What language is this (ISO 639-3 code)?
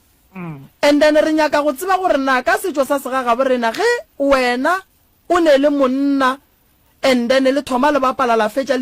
nso